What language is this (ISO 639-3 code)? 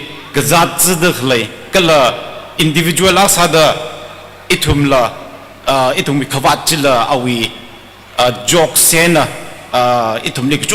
nmf